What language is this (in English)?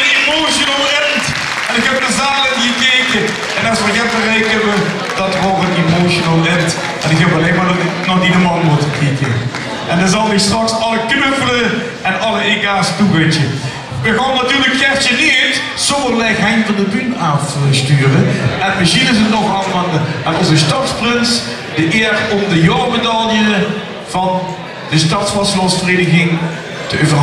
Limburgish